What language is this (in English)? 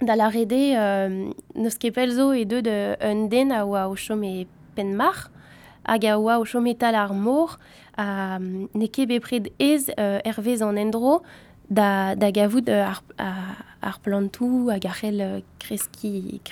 Breton